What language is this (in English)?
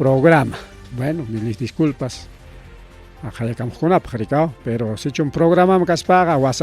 Ayacucho Quechua